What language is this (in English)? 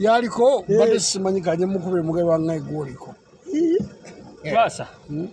Ganda